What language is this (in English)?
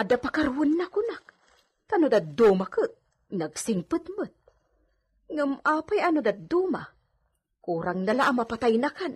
Iloko